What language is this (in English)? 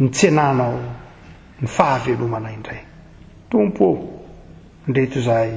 Malagasy